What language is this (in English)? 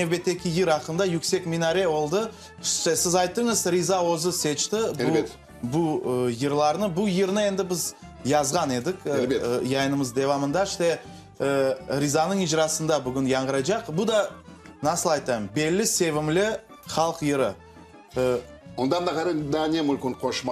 Crimean Tatar